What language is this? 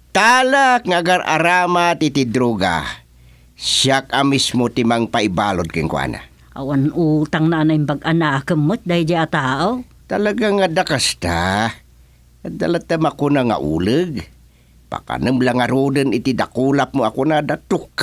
Iloko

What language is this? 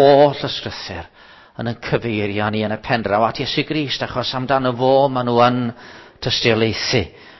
Welsh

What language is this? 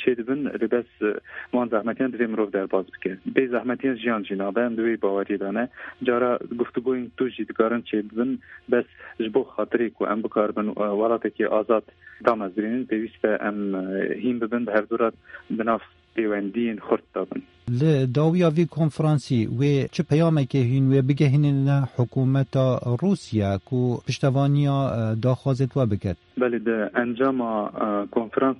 Kurdish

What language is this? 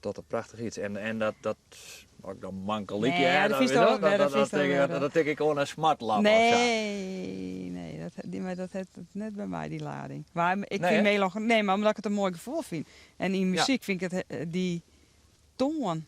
Western Frisian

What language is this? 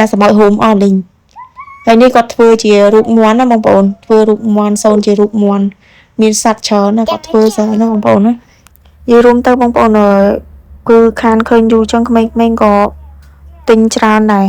Khmer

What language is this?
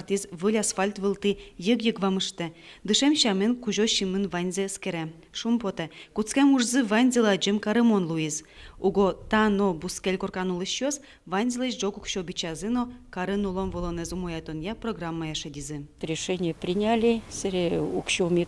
Udmurt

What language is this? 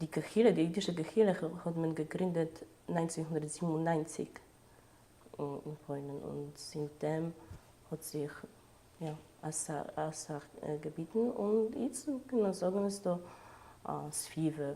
Yiddish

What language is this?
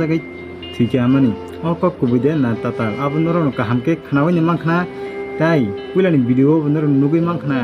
Kok Borok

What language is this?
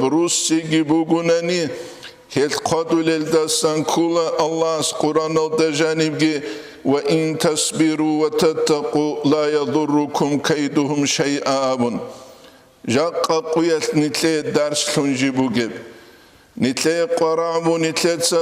Avaric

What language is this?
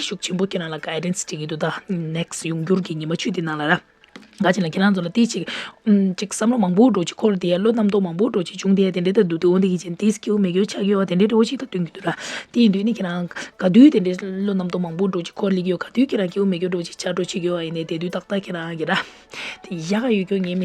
Tibetan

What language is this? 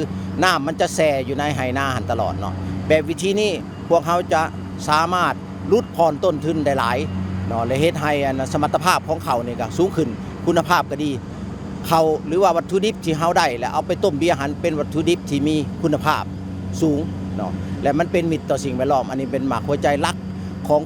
Lao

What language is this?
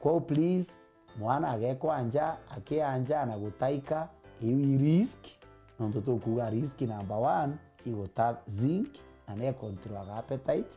Meru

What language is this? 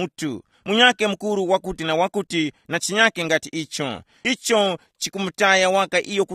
Tumbuka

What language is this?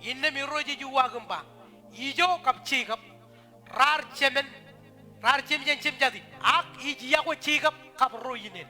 Marshallese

